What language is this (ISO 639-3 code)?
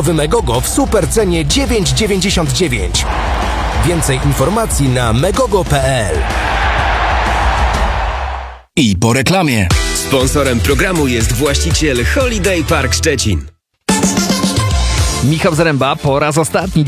pol